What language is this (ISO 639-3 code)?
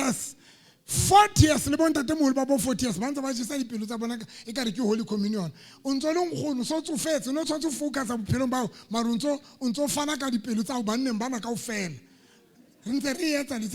sot